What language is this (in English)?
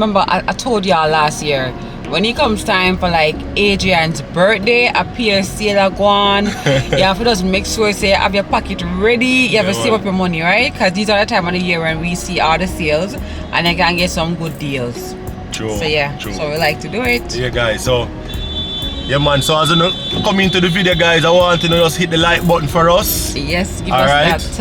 Jamaican Creole English